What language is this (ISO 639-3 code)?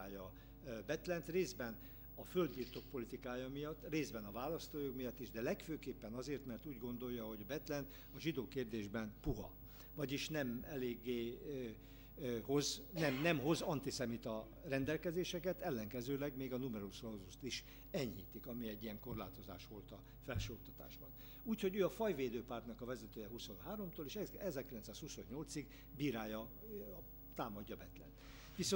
hun